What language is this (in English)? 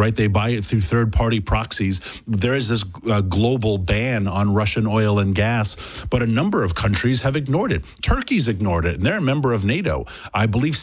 English